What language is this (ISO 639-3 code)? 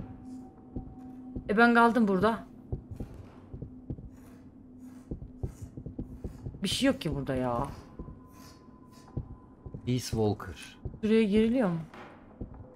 tur